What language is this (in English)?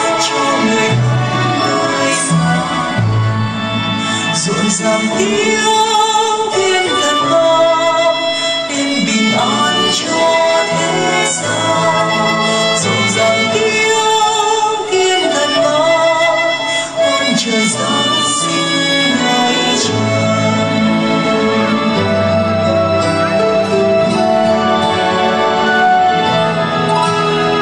Vietnamese